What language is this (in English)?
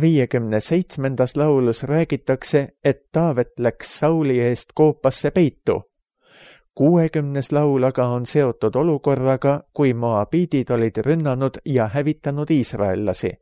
Estonian